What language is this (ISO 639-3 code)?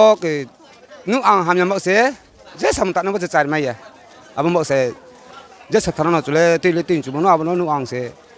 ria